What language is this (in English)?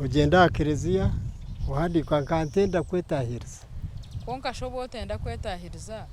Nyankole